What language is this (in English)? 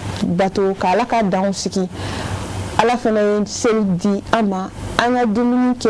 Bambara